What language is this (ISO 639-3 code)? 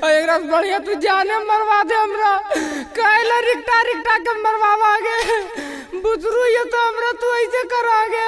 mai